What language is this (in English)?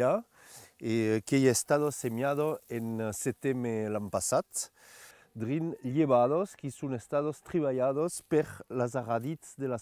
Occitan